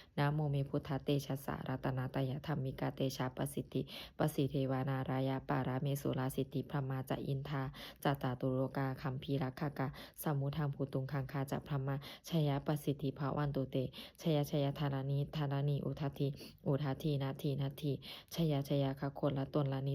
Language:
Pali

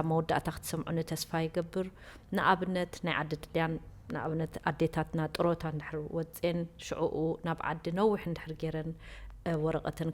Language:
Tigrinya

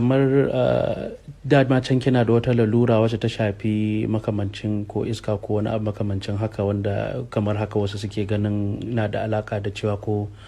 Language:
Hausa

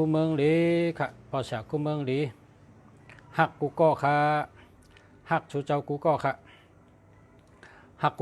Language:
Shan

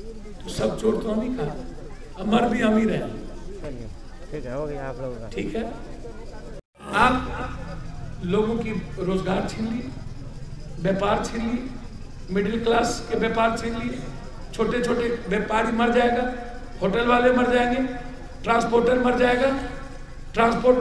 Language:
Hindi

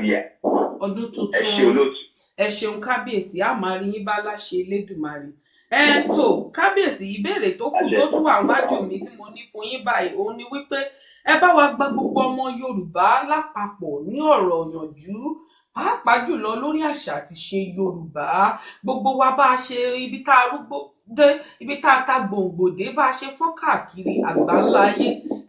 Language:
Yoruba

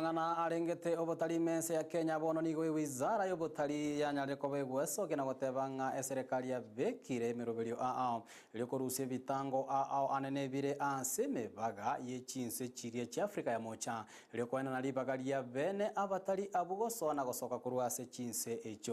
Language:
Gusii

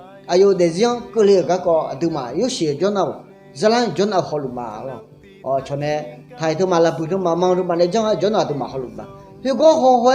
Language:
Akha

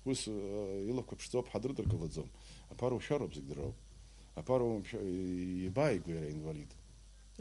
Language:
Abkhazian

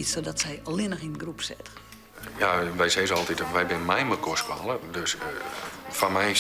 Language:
Western Frisian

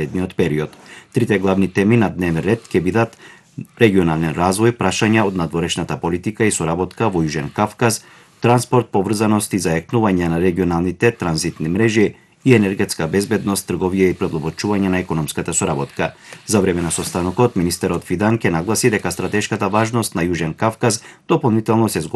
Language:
Macedonian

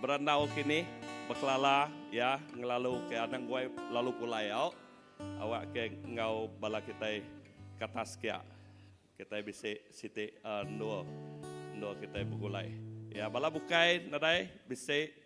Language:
Iban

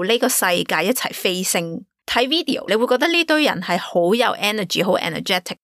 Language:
Cantonese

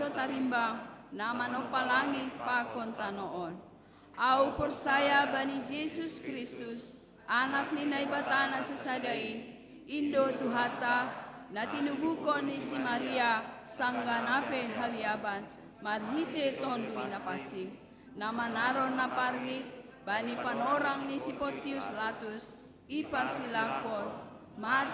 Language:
Batak Simalungun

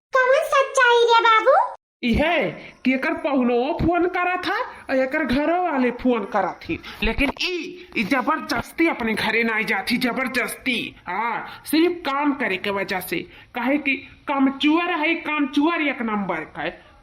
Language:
Awadhi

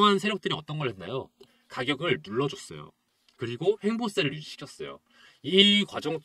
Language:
Korean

